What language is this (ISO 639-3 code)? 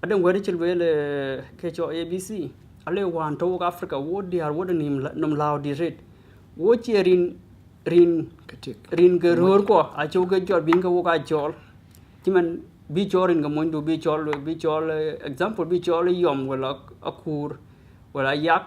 din